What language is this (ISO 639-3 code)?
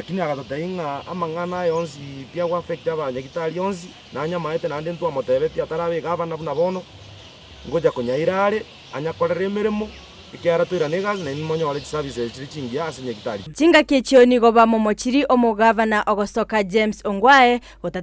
guz